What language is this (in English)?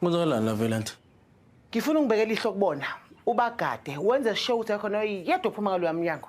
Zulu